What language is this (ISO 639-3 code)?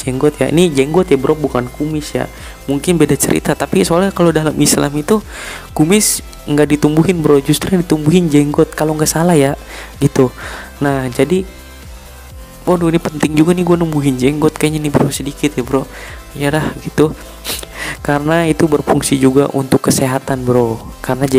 ind